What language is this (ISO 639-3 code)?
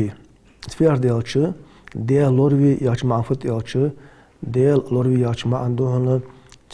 inh